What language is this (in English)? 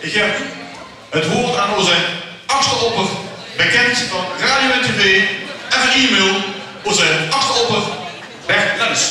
Limburgish